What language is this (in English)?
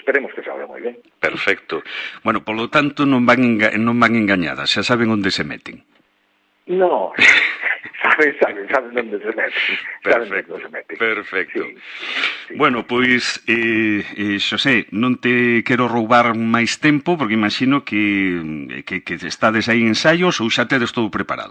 Galician